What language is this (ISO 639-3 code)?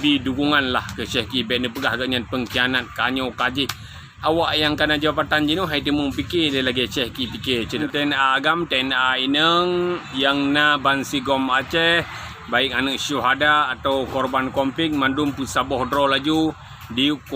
ace